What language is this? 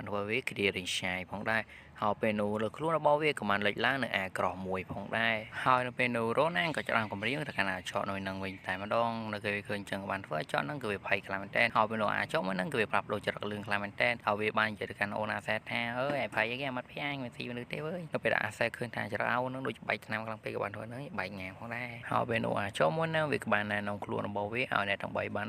Khmer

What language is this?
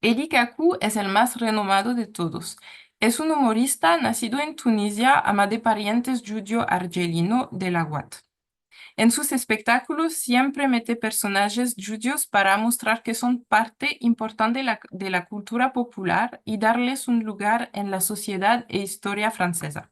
Ladino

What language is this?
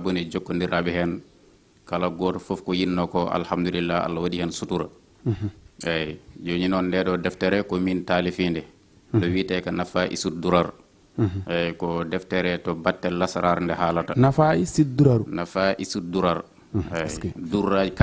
Swahili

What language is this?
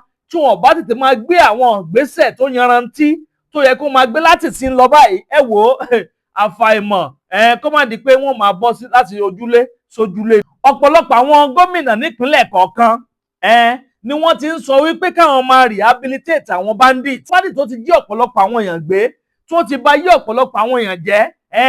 Yoruba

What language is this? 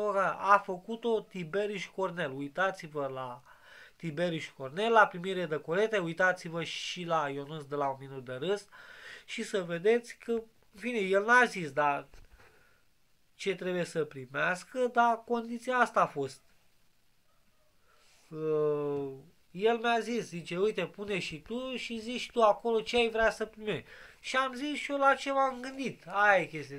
Romanian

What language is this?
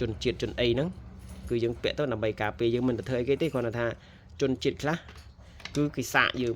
Khmer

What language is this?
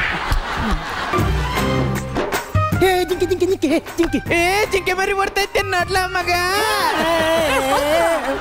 Kannada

